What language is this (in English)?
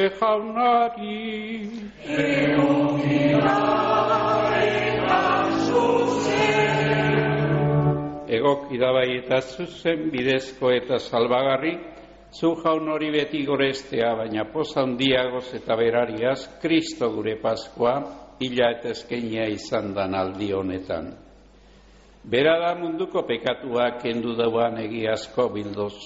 Basque